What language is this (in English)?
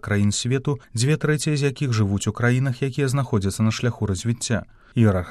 Belarusian